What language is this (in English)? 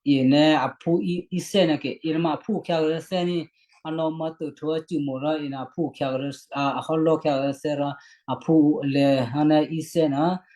Western Kayah